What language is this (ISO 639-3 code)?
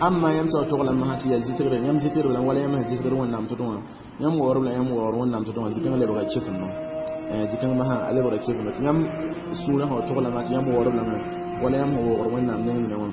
mos